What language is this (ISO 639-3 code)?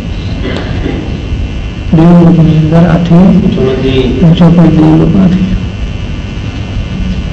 guj